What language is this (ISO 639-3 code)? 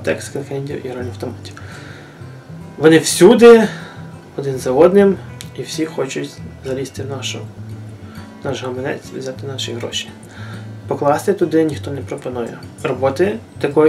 ukr